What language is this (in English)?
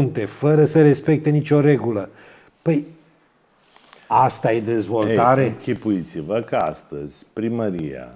Romanian